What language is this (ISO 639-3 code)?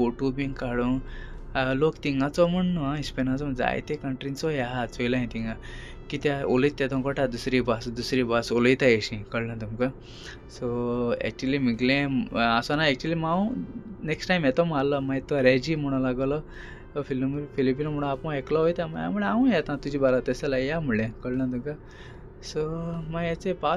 kok